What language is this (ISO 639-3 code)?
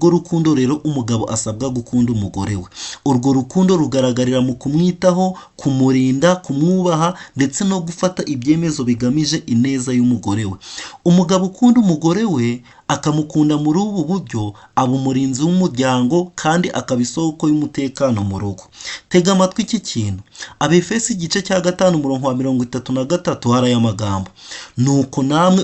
kin